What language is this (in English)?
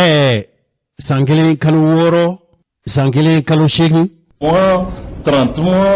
Bambara